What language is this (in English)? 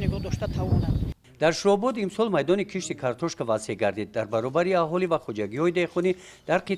Tajik